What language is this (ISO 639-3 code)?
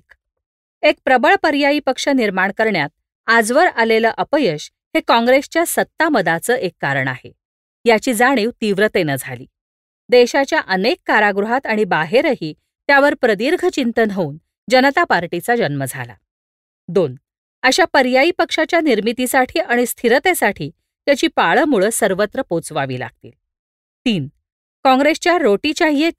mar